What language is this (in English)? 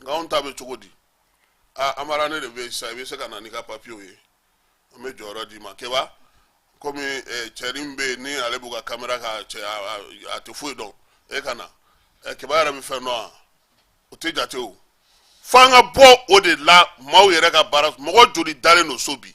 Bambara